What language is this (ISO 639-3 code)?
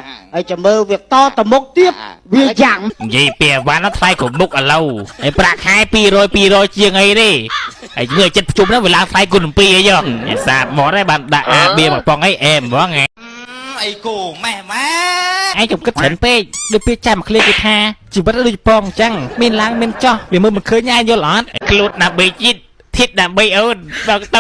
khm